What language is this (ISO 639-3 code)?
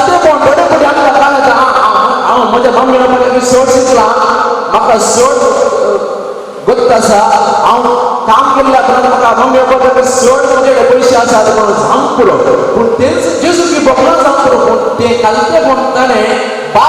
kok